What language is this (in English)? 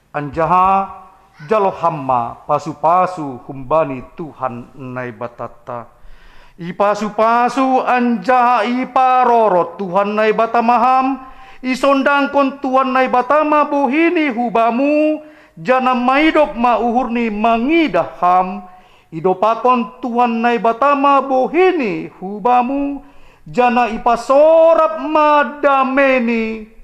Batak Simalungun